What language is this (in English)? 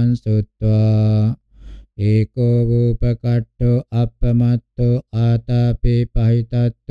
Pali